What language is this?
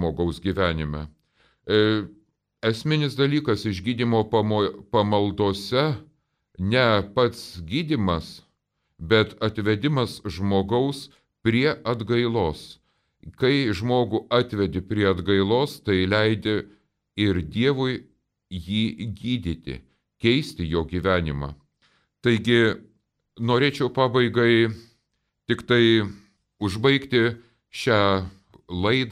Lithuanian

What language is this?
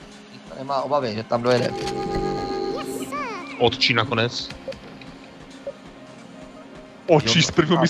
Czech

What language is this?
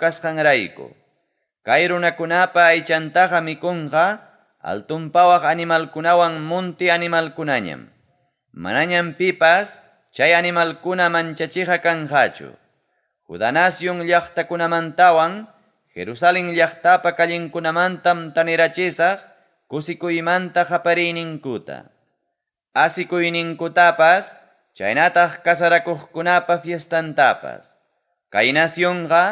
Ayacucho Quechua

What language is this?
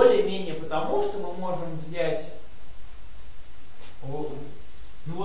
Russian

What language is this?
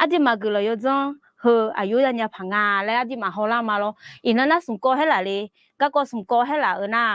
Akha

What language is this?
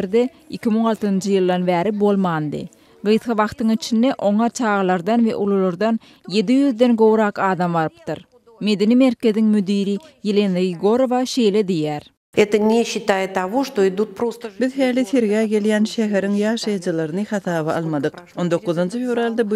Turkmen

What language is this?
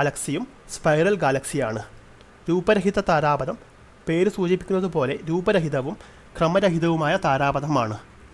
Malayalam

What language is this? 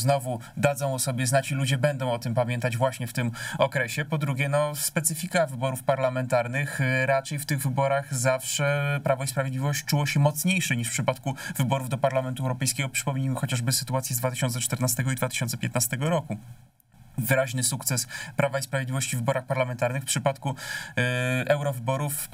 Polish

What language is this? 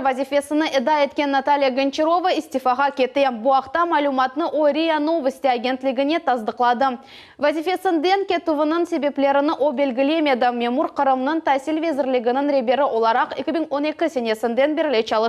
Crimean Tatar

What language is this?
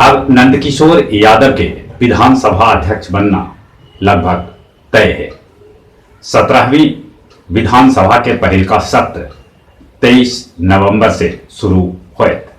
Magahi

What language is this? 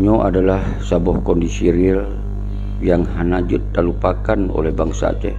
Achinese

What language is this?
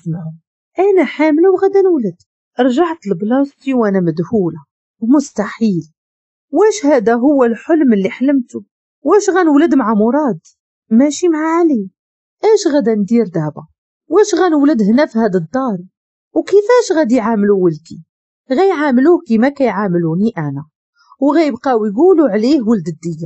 Moroccan Arabic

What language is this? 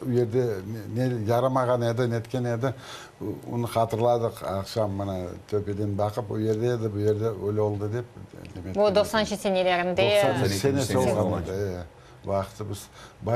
Crimean Tatar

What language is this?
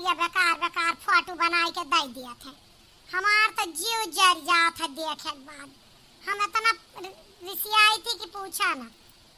Awadhi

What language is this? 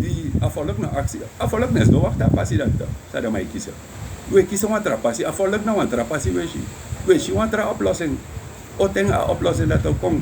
Sranan Tongo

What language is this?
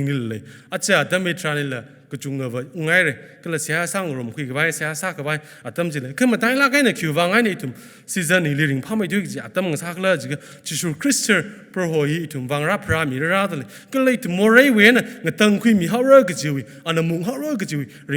Tangkhul Naga (India)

